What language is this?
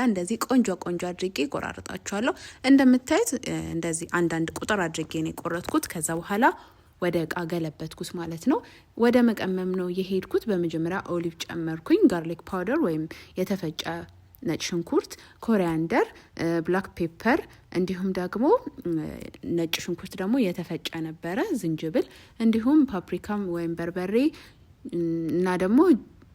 Amharic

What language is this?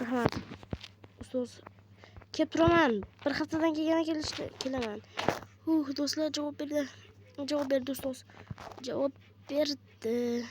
Uzbek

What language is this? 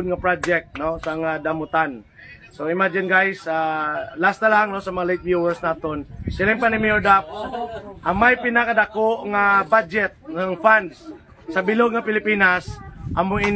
Hiligaynon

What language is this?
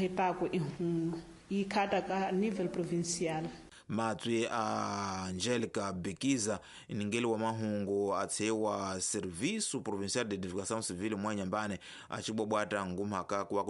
Tsonga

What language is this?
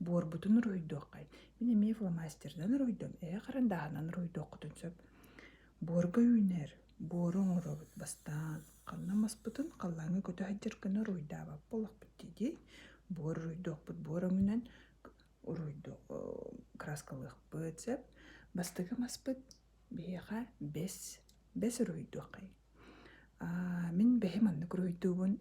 Yakut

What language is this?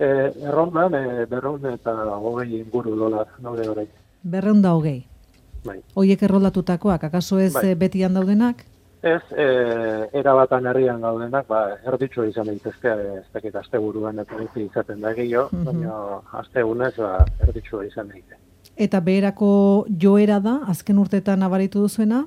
Basque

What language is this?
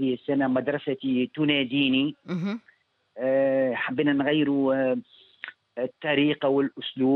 Tunisian Arabic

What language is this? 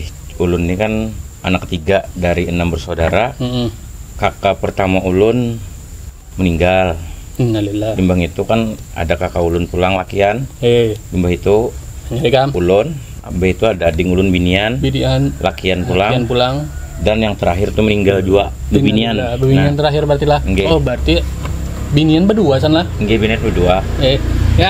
Banjar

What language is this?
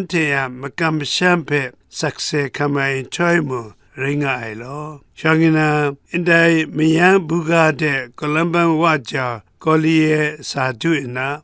Kachin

